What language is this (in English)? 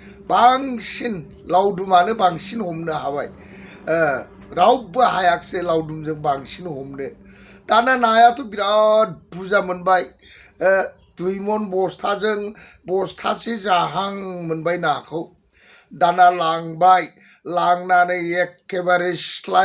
Bodo